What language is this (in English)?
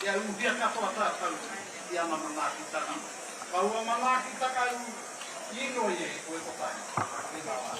Māori